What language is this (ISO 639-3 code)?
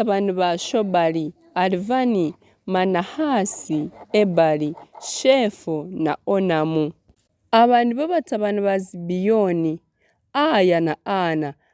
nyn